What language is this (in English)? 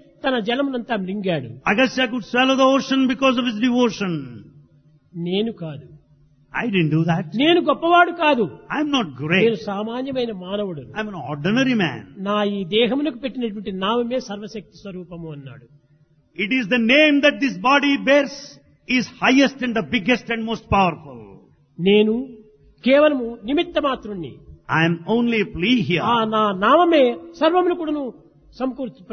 Telugu